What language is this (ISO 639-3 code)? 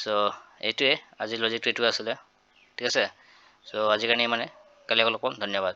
asm